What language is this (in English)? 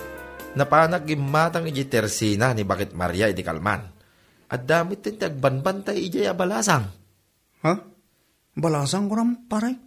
Iloko